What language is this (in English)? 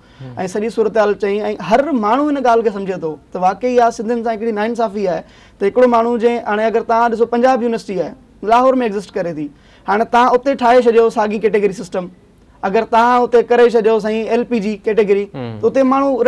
Sindhi